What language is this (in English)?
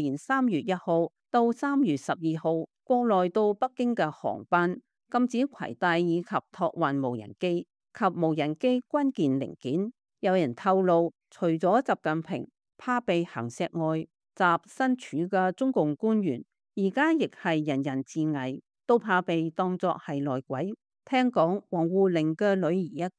Cantonese